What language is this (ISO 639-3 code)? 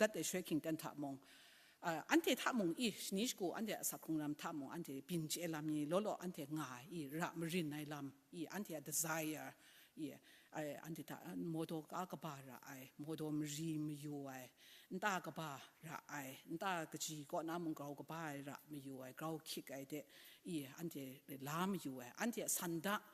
kac